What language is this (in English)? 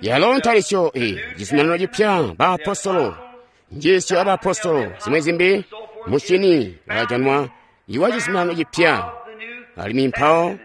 Tonga (Zambia)